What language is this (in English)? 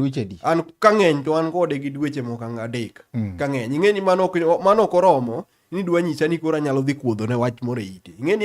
Luo (Kenya and Tanzania)